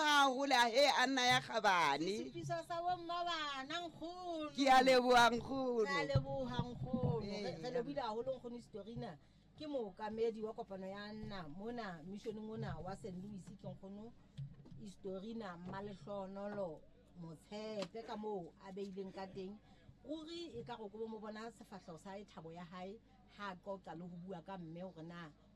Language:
Southern Sotho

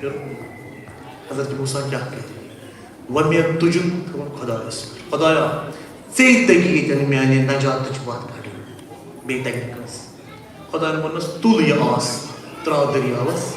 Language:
Kashmiri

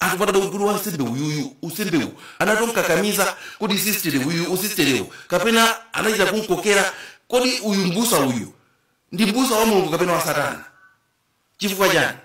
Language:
Nyanja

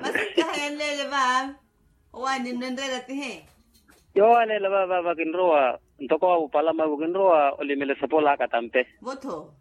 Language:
Makhuwa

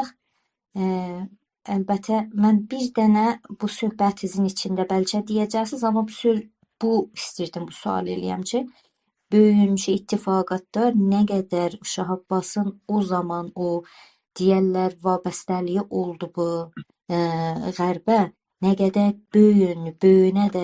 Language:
South Azerbaijani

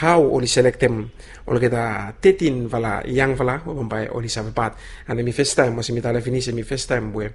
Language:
Bislama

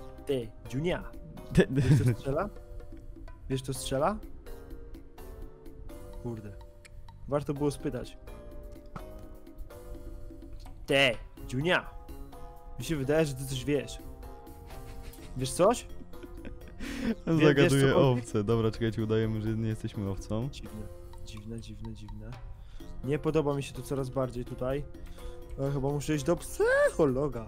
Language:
Polish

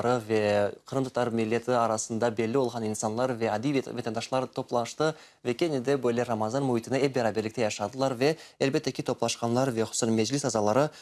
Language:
Crimean Tatar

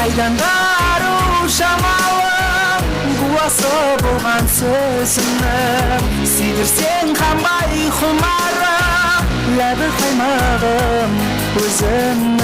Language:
Kara-Kalpak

